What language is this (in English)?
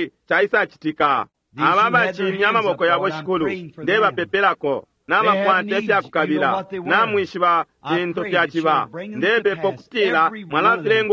Bemba